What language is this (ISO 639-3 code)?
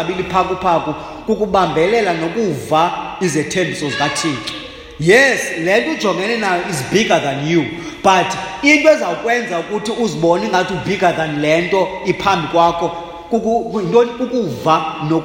xho